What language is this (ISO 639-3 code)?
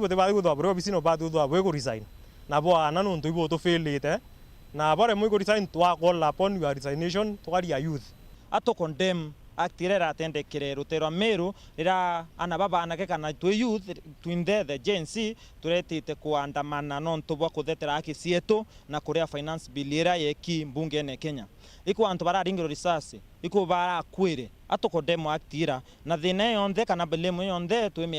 mer